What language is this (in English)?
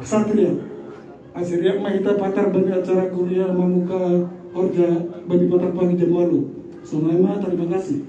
Batak Simalungun